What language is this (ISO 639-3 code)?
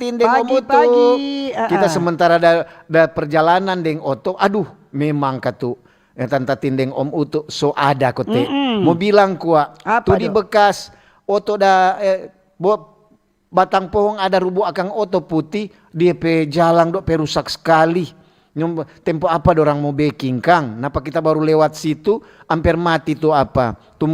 xmm